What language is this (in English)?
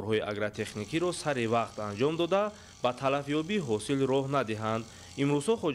Tajik